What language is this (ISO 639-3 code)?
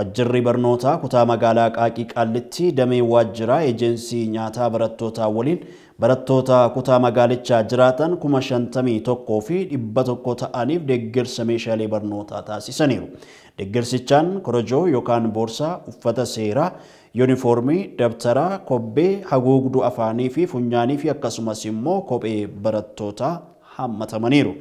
orm